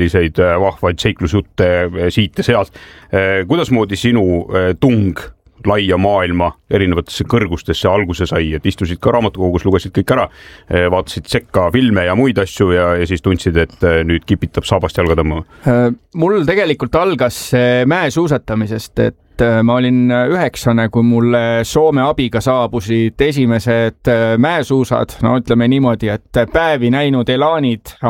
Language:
Estonian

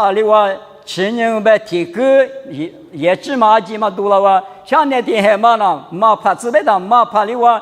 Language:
Lisu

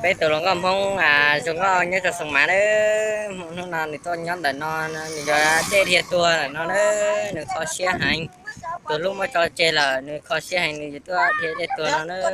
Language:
Hmong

